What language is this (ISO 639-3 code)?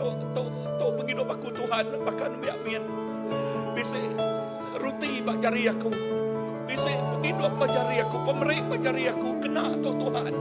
iba